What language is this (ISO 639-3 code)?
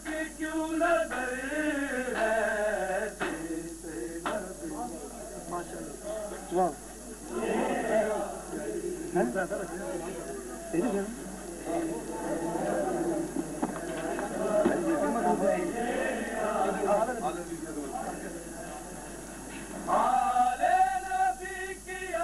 urd